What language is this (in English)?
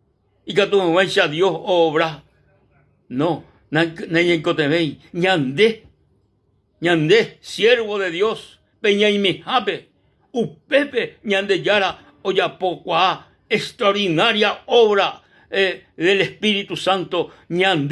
Guarani